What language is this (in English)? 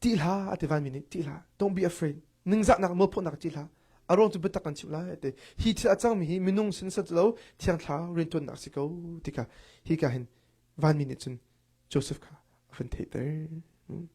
Hakha Chin